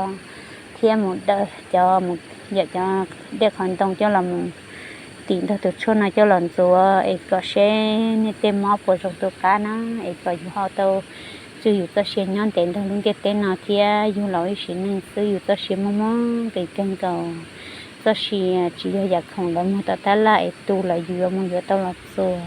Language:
Hmong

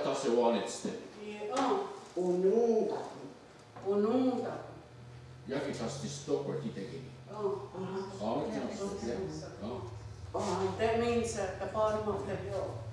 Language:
Mohawk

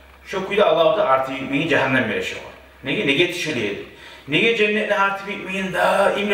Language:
Kumyk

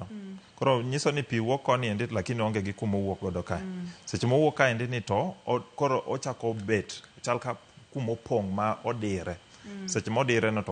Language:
Luo (Kenya and Tanzania)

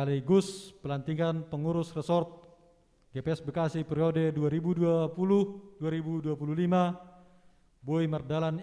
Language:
Batak Simalungun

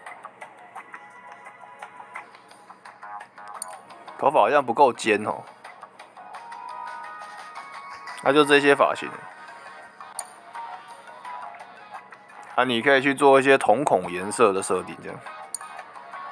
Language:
Chinese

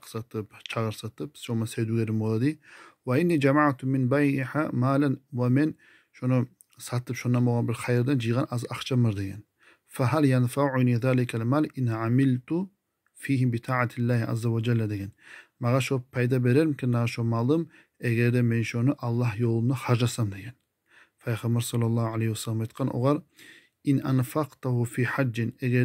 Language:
Kumyk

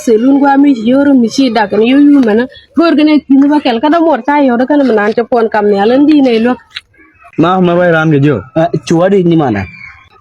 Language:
Nuer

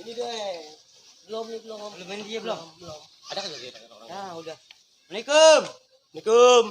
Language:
Betawi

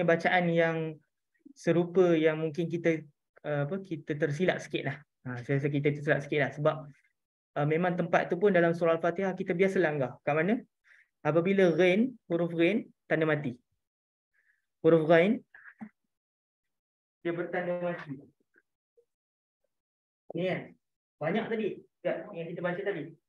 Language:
Malay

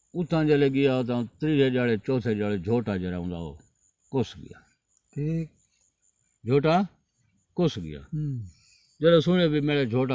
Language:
Saraiki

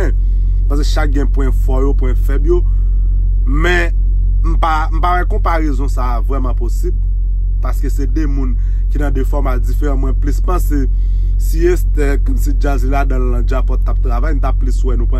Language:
Haitian Creole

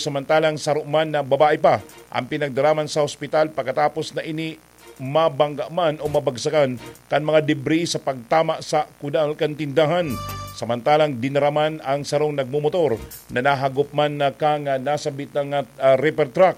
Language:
Bikol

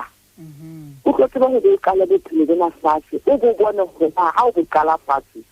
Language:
Southern Sotho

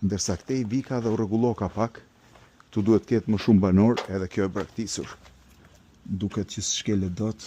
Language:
Albanian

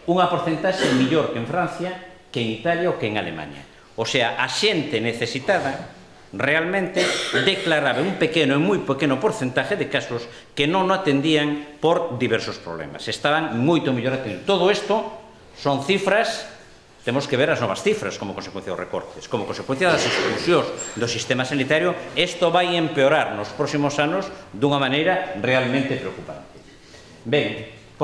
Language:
Galician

